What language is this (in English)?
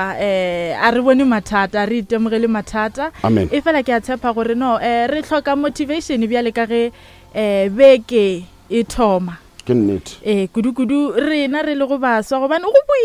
Northern Sotho